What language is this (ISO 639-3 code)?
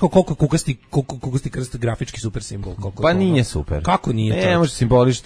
srp